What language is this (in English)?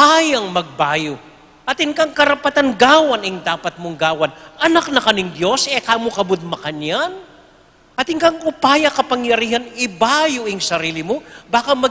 Pampanga